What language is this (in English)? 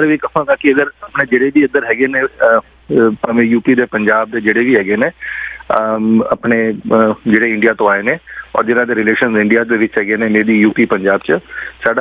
Punjabi